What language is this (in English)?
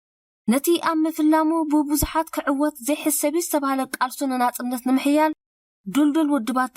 Tigrinya